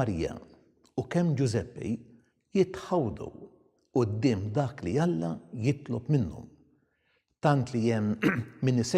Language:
Maltese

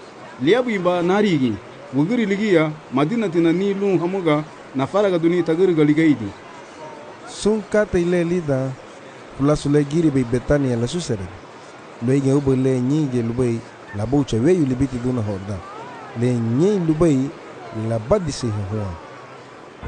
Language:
Garifuna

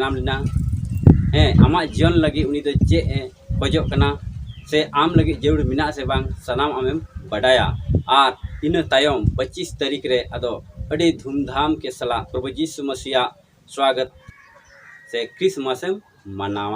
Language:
Santali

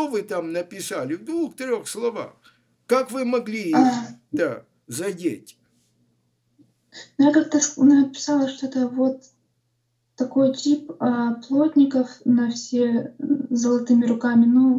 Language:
Russian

